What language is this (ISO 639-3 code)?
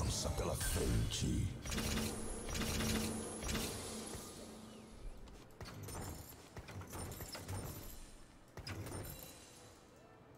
por